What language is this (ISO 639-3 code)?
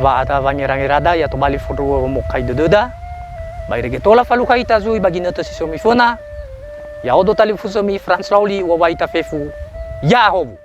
nia